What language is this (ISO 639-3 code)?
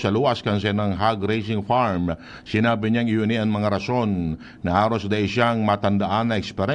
bik